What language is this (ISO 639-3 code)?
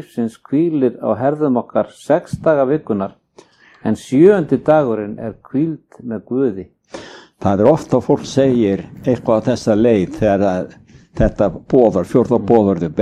isl